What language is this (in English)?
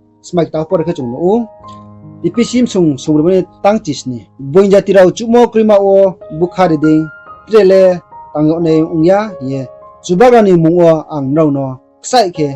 Riang (India)